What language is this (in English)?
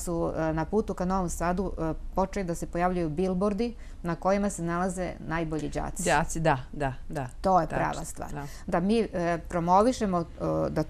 Serbian